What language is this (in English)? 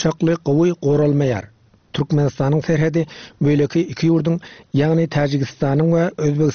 Turkmen